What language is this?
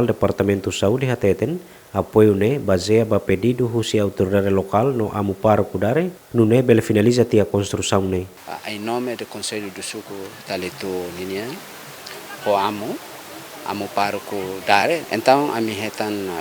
Tetum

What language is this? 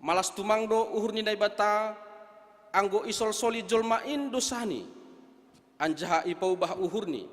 Batak Simalungun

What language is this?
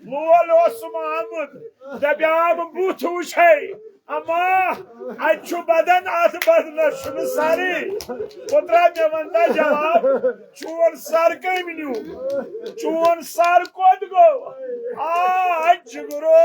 Kashmiri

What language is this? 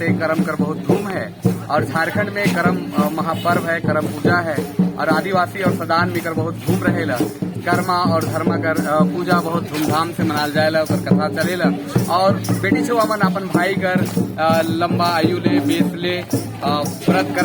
Sadri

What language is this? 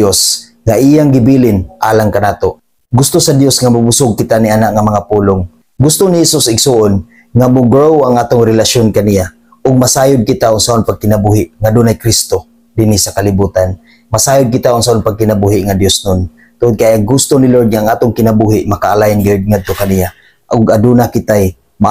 Cebuano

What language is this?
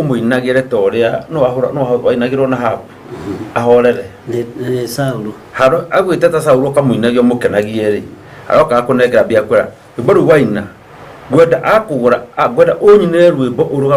Kikuyu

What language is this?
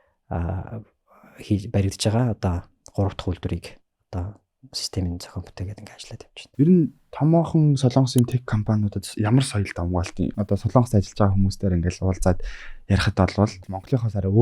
Mongolian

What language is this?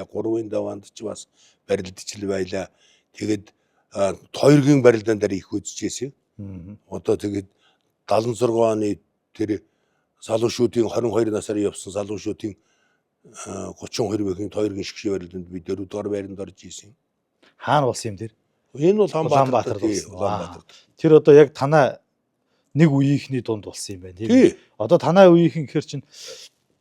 Mongolian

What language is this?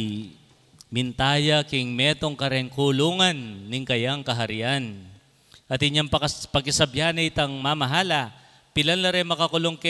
Pampanga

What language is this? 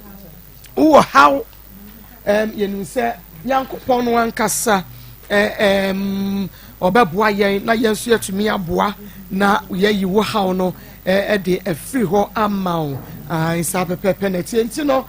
Akan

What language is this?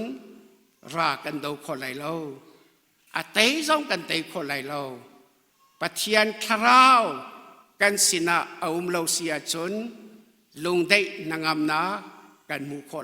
Hakha Chin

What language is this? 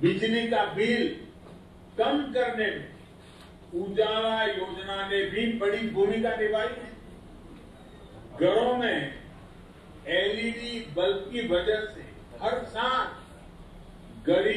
Hindi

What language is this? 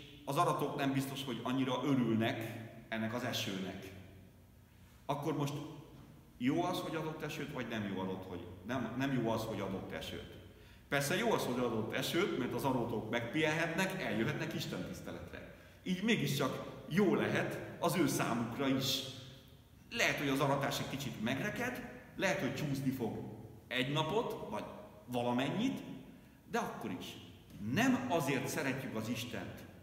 Hungarian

